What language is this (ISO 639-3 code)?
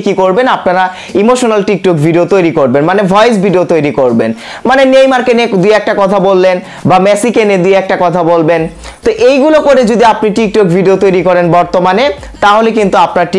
ben